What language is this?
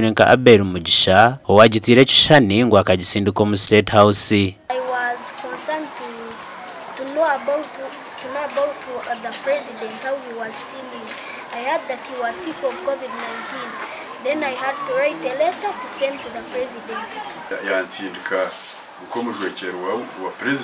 Nyankole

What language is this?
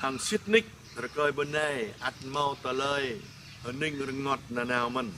Jarai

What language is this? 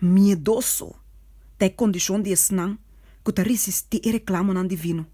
Papiamento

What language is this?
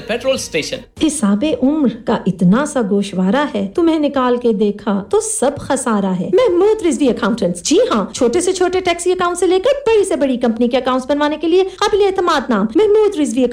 Urdu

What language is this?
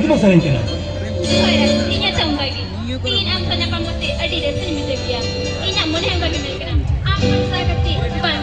Santali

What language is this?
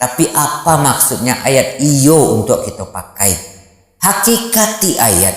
Minangkabau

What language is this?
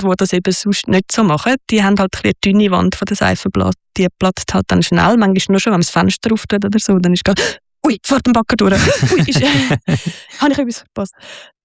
German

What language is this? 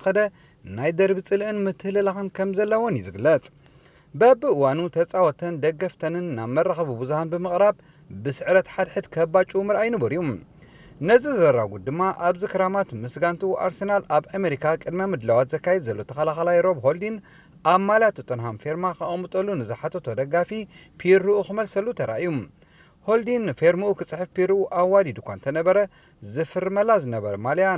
Tigrinya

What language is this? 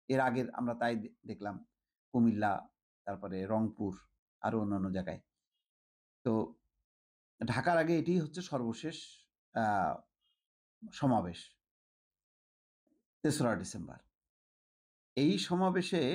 Bangla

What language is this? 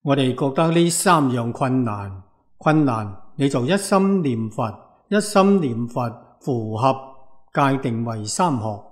Cantonese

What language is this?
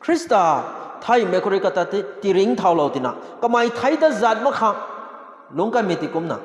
Rongmei Naga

